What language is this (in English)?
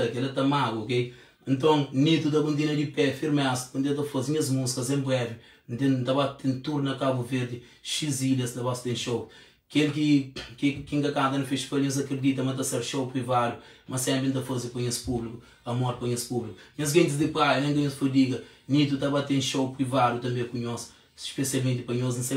Kabuverdianu